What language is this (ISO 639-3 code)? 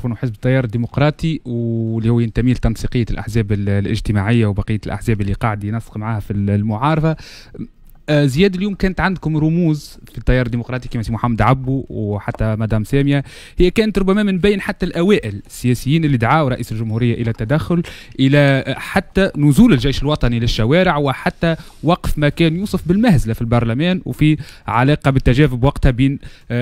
aeb